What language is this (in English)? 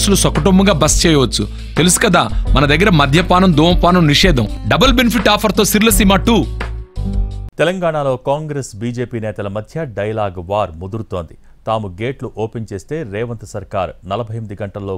Telugu